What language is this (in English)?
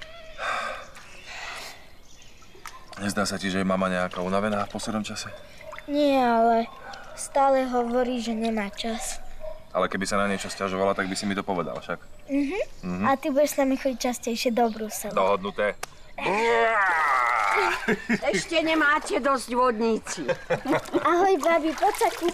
Slovak